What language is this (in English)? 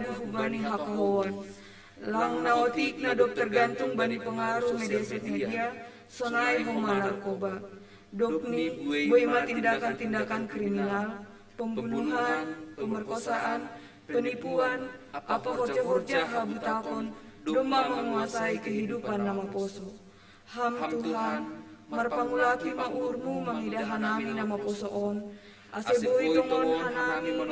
Batak Simalungun